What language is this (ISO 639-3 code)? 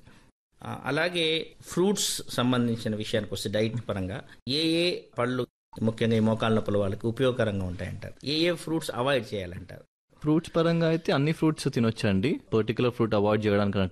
tel